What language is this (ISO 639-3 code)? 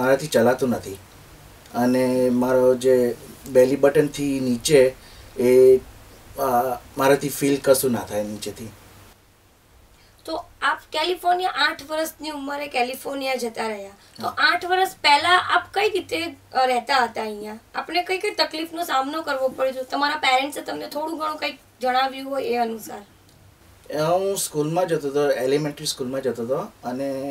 guj